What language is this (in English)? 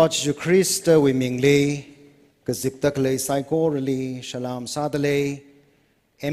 Tangkhul Naga (India)